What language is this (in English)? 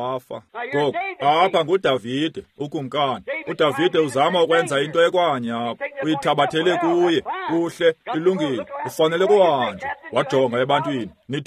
Xhosa